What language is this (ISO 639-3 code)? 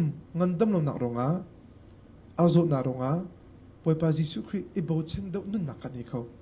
cnh